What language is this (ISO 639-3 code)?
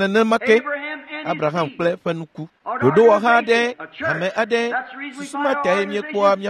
ewe